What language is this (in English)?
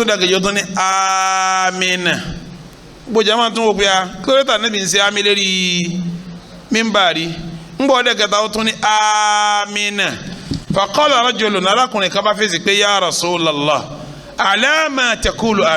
Yoruba